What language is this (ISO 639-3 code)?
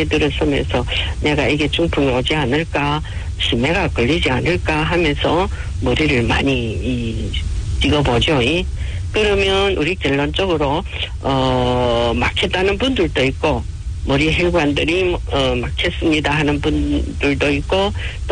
kor